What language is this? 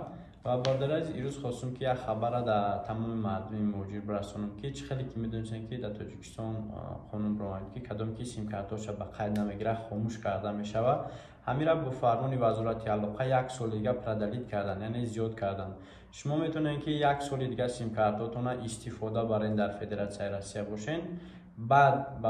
Tajik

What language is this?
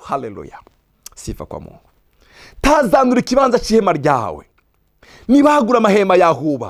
Rundi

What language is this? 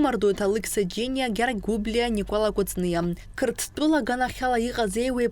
Abkhazian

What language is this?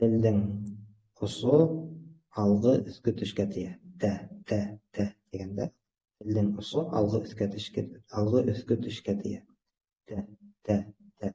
Bashkir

